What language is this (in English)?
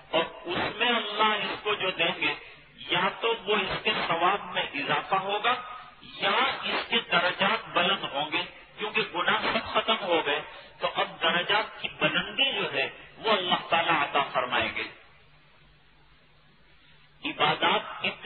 Urdu